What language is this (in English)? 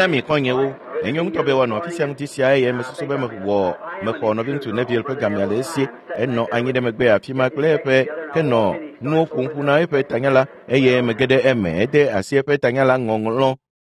Ewe